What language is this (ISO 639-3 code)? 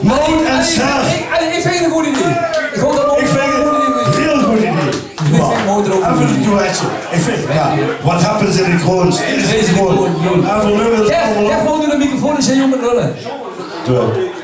lim